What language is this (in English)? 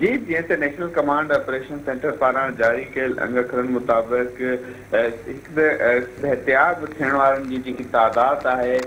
Sindhi